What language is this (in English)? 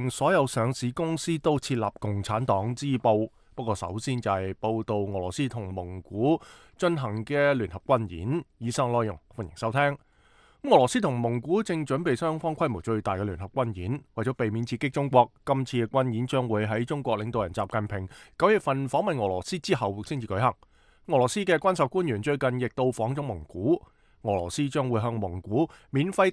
Cantonese